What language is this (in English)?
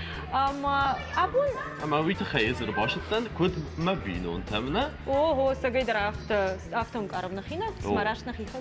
Ossetic